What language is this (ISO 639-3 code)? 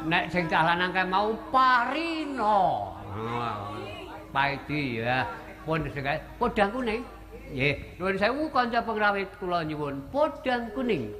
jav